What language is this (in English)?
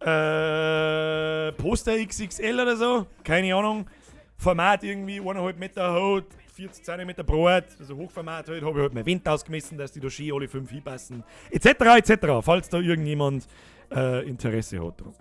Bavarian